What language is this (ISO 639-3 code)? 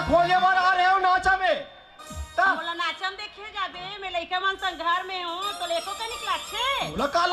hne